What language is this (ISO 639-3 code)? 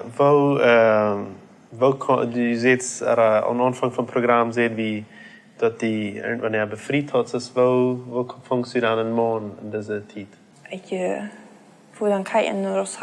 pdt